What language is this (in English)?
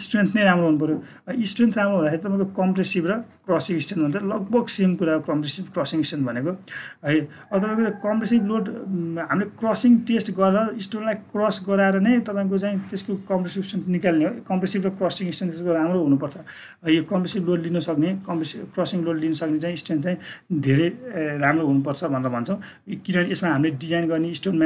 Nepali